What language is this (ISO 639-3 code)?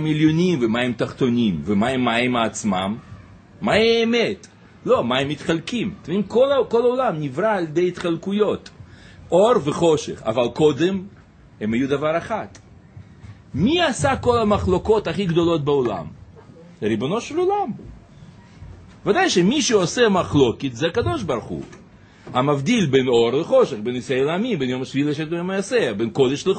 heb